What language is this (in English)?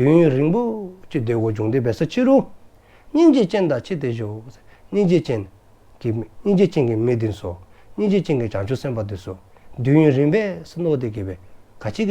Dzongkha